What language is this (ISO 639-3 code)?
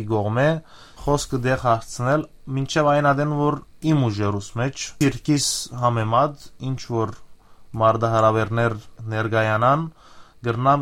hyw